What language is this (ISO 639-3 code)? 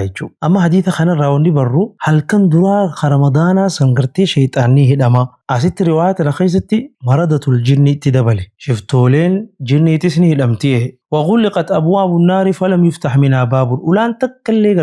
orm